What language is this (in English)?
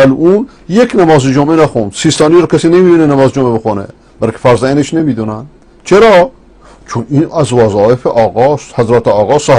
Persian